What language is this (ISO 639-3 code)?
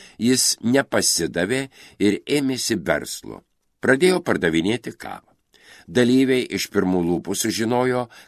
lit